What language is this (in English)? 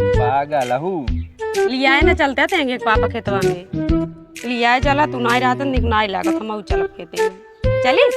Awadhi